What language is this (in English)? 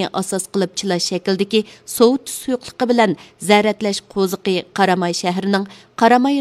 Uyghur